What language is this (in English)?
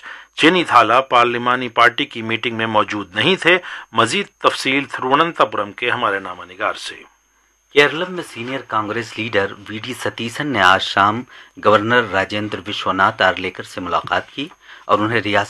Urdu